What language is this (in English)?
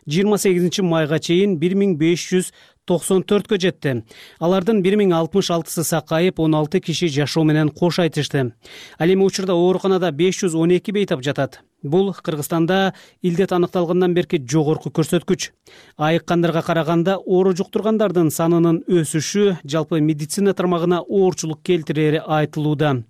Kyrgyz